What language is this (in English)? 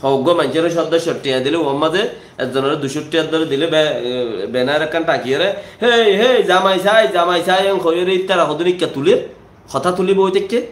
Rohingya